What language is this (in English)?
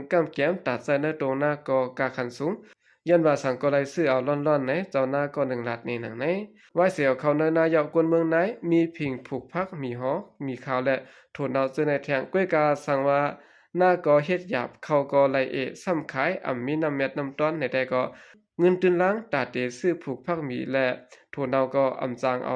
Shan